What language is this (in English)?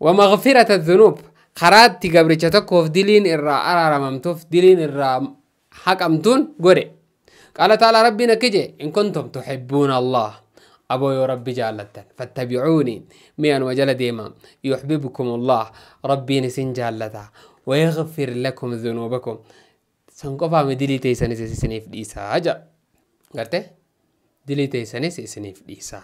Oromo